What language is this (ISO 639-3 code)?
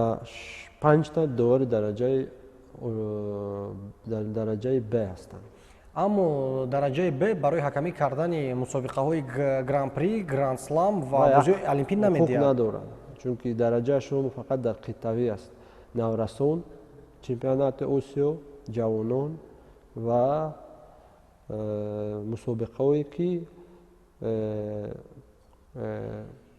tgk